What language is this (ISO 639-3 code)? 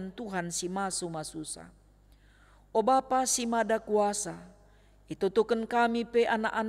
btx